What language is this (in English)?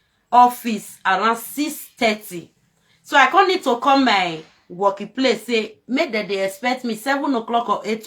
Nigerian Pidgin